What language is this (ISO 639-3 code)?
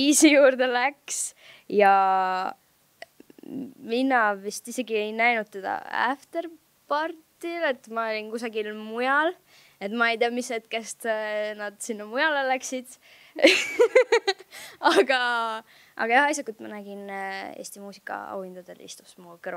est